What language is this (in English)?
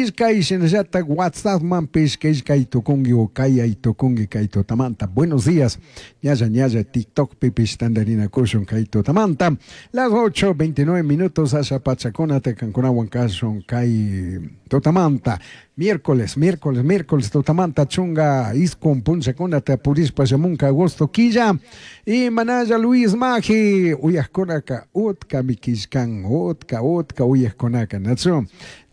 Chimborazo Highland Quichua